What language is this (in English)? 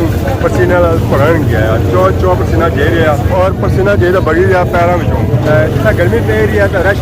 Pahari-Potwari